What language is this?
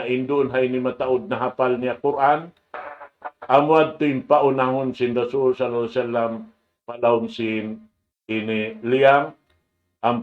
Tausug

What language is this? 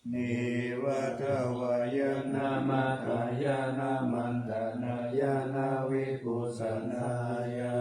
Pali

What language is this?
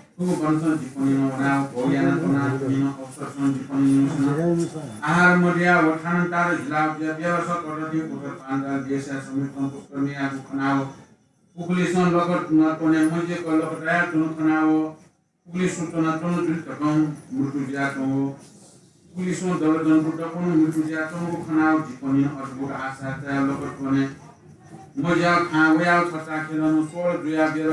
Newari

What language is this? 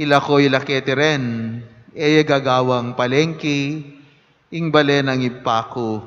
Pampanga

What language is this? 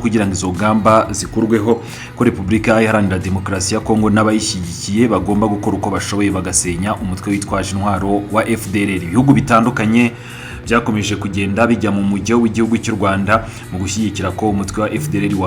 Kinyarwanda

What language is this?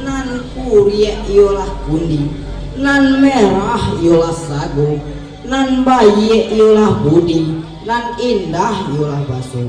Minangkabau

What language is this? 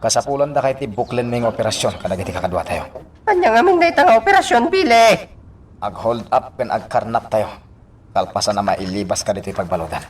Iloko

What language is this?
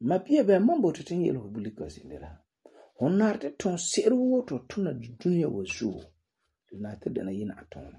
Frafra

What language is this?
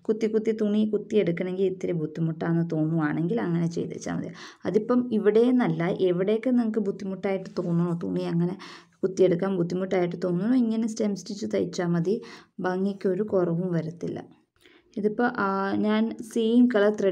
Malayalam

